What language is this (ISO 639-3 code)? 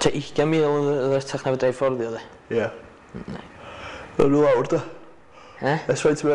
cym